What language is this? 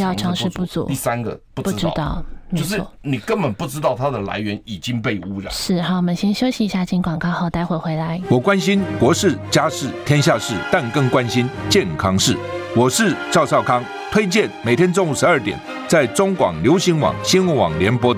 Chinese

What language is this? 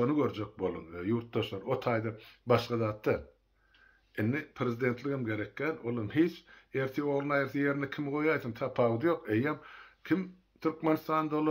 Turkmen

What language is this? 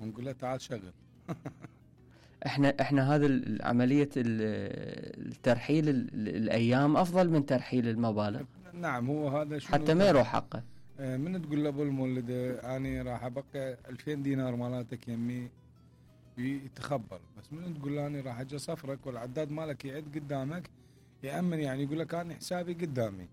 Mesopotamian Arabic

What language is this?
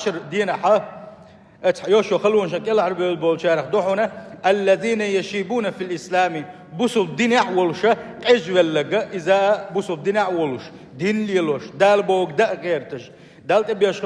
Chechen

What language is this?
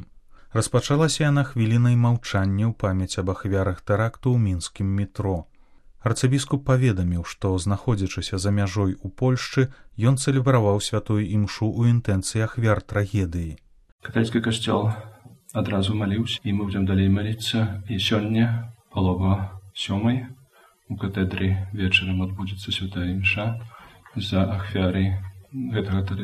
Belarusian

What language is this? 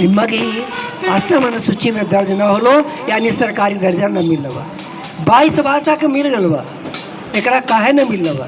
Magahi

